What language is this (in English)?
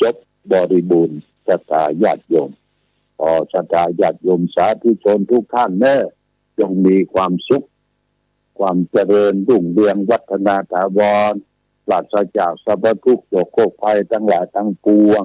Pali